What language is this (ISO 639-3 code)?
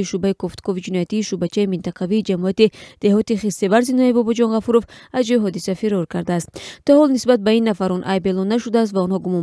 tgk